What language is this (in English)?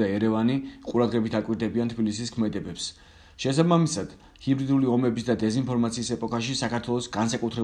Georgian